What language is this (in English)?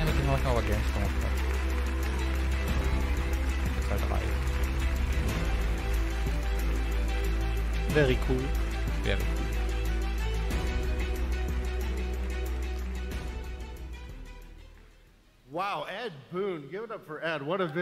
German